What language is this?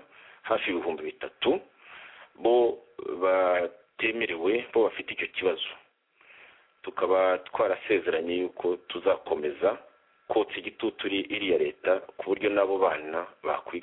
Kinyarwanda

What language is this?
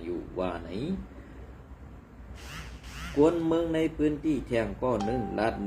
Shan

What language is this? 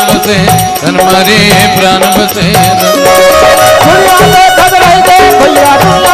Chhattisgarhi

